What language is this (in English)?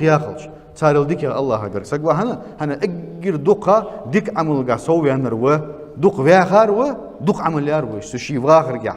Ingush